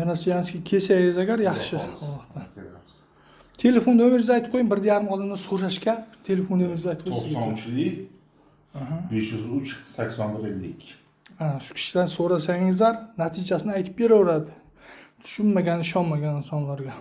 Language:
Uzbek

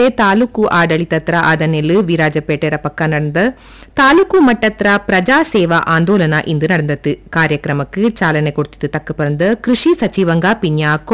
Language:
Kannada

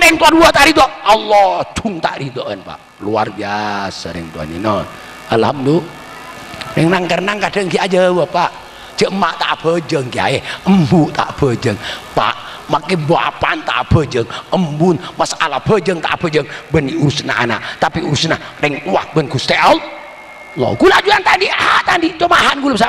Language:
Madurese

